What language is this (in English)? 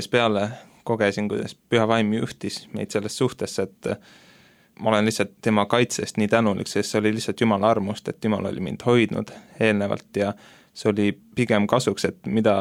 Estonian